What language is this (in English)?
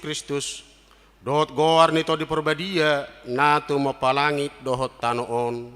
Batak Toba